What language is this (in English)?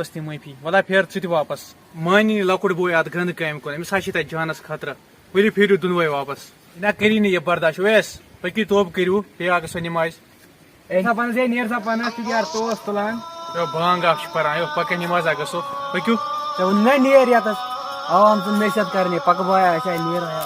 Kashmiri